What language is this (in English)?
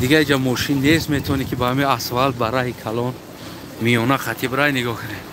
Tajik